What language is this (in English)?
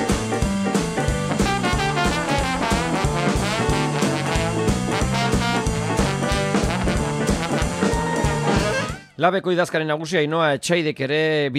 Basque